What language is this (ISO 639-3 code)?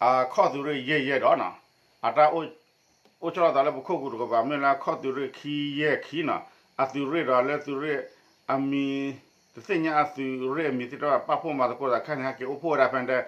ksw